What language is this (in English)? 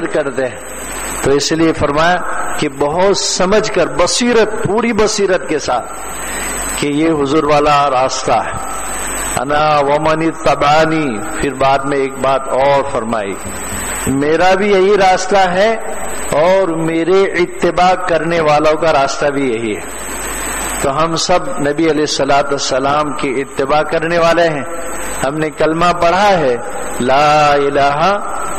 Urdu